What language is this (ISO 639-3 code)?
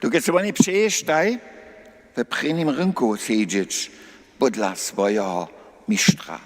hsb